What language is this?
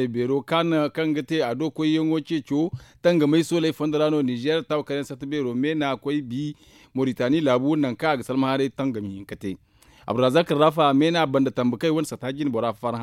Zarma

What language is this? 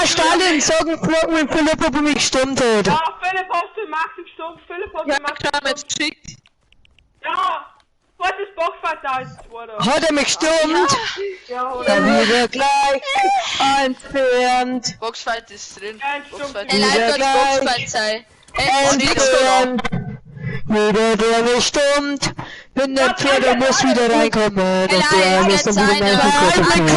Bavarian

